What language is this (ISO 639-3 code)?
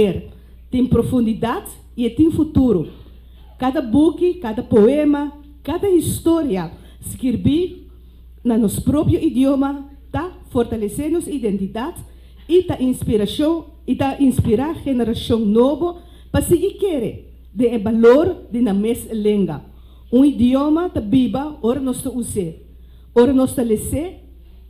pap